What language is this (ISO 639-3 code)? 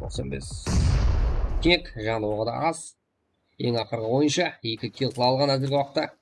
kaa